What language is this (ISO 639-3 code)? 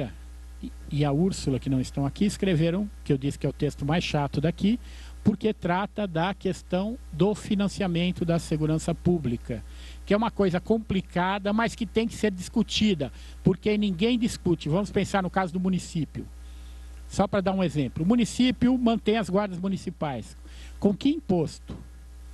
por